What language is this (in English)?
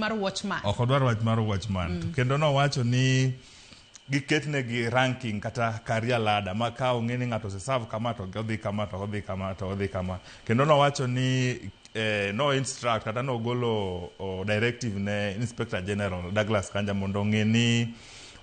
Luo (Kenya and Tanzania)